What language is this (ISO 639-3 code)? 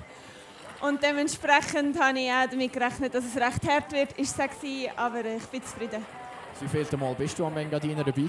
deu